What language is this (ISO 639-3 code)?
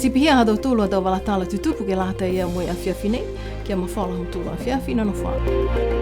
niu